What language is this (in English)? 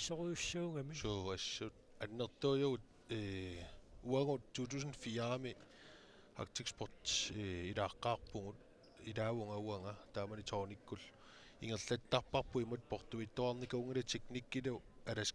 Kalaallisut